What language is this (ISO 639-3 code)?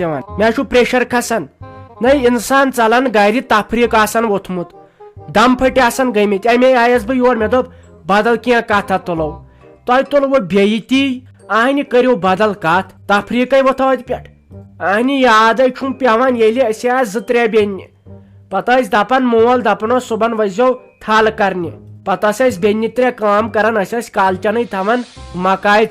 kas